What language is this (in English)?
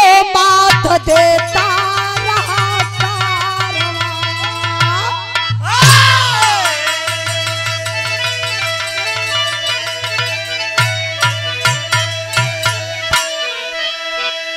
Bhojpuri